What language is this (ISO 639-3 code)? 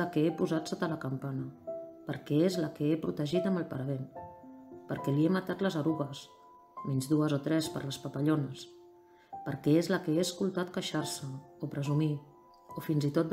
cat